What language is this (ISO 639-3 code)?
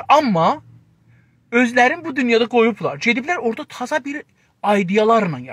azb